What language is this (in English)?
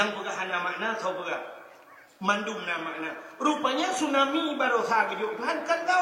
Achinese